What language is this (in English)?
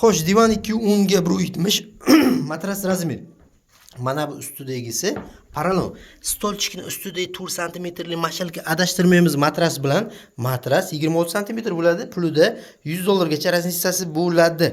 Uzbek